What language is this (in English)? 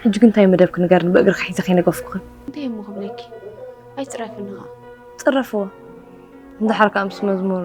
Tigrinya